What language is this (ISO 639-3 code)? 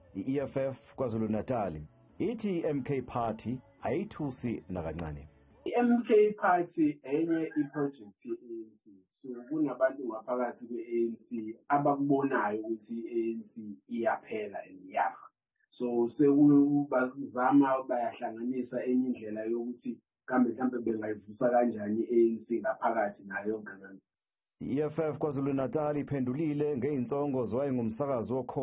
zul